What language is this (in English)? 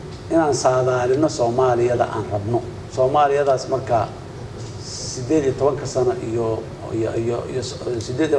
Somali